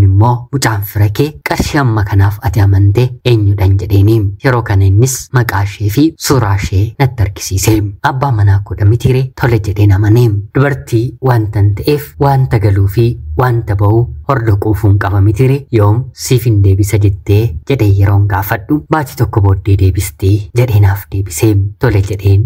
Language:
Oromo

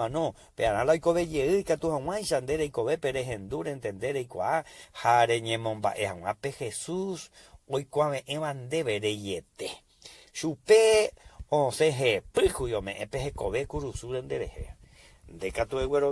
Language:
Guarani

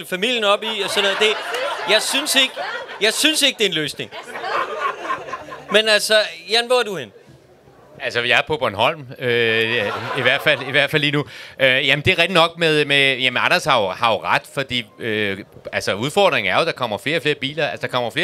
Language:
Danish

